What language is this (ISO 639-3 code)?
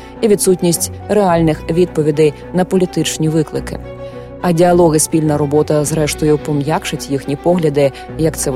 ukr